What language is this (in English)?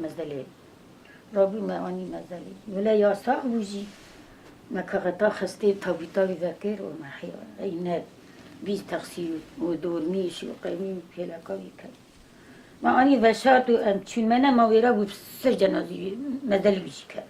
Kurdish